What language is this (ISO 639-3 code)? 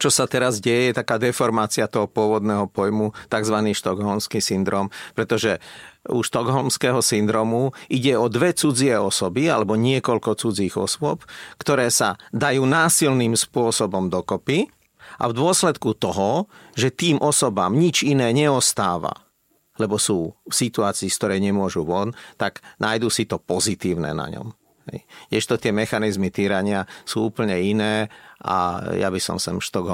slk